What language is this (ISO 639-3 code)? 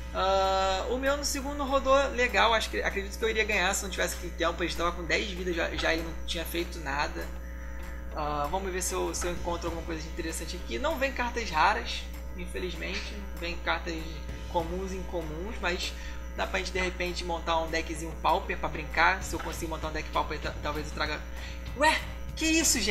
por